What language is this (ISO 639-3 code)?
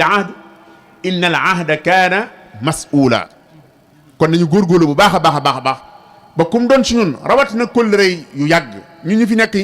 wol